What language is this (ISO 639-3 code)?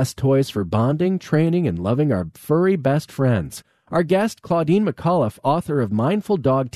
eng